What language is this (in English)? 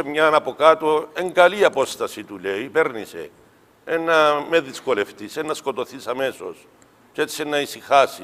Greek